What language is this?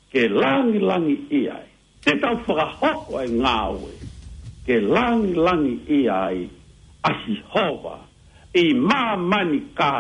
Tongan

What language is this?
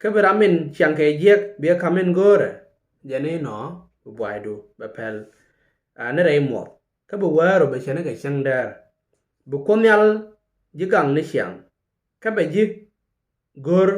Nuer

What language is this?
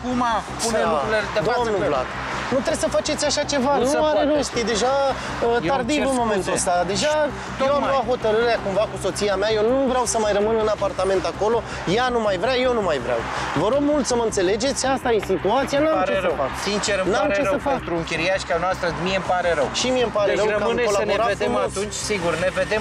Romanian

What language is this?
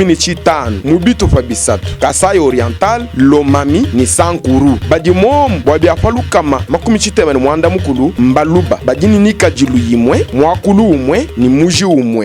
Luba-Lulua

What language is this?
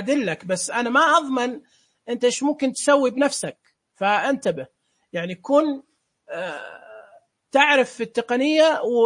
Najdi Arabic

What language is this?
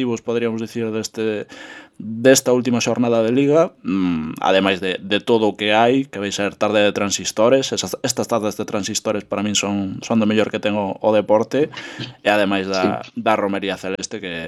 Galician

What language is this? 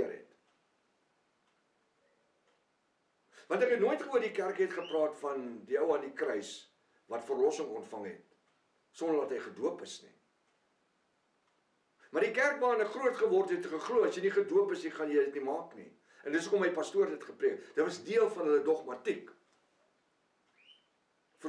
Afrikaans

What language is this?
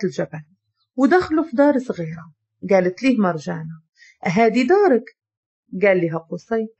Moroccan Arabic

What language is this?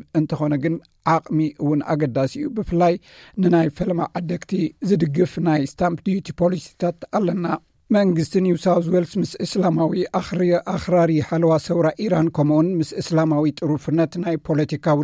Tigrinya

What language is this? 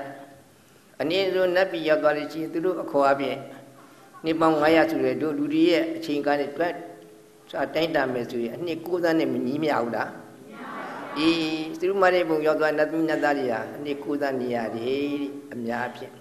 Burmese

